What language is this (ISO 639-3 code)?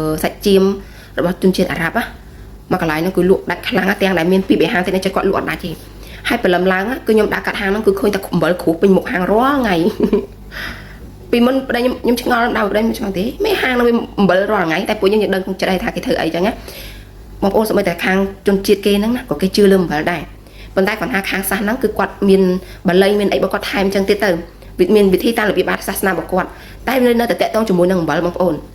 khm